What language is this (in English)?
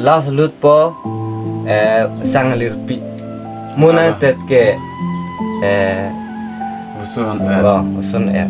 Karbi